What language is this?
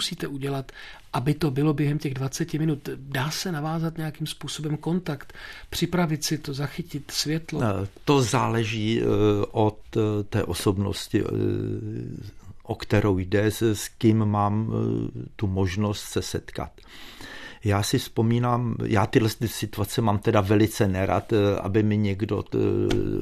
Czech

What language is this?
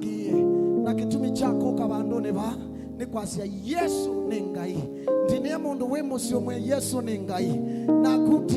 Kamba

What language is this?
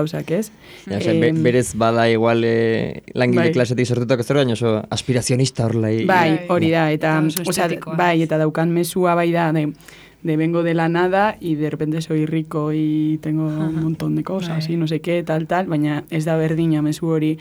Basque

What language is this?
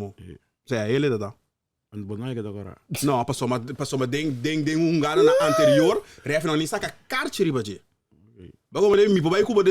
Papiamento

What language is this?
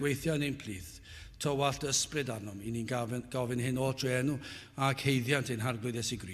Welsh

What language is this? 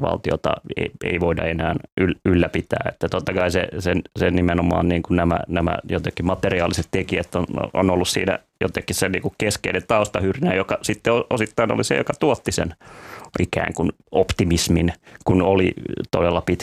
Finnish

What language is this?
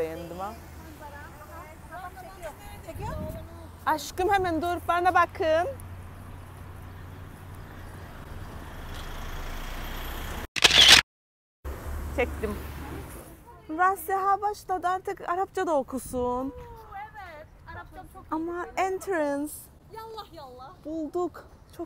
Turkish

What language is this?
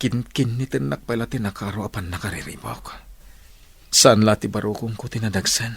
Iloko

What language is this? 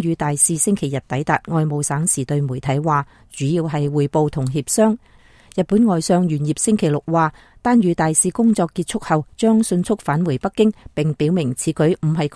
Cantonese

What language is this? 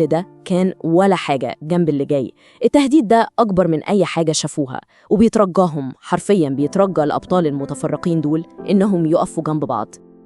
Egyptian Arabic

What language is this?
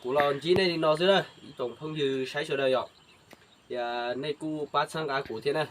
Hmong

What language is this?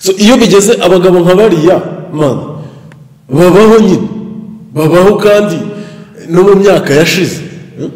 Kinyarwanda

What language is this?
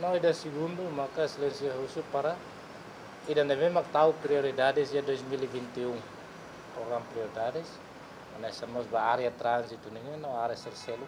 Tetum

